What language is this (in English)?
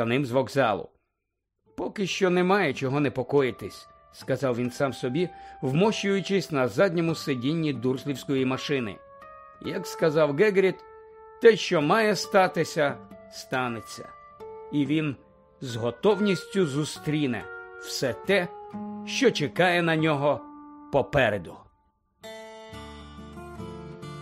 Ukrainian